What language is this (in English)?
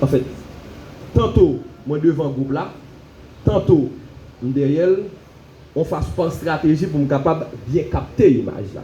Haitian Creole